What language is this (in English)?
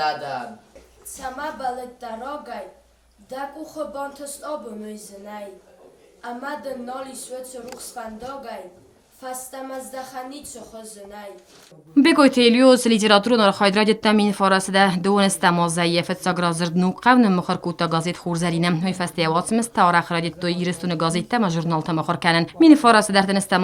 Ossetic